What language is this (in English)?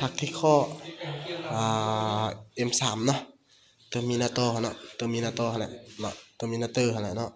Lao